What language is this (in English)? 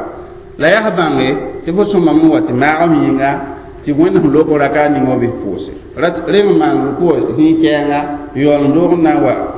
Mossi